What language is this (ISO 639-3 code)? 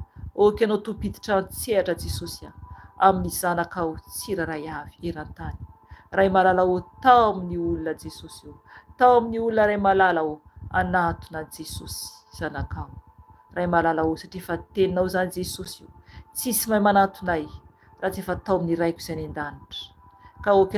mlg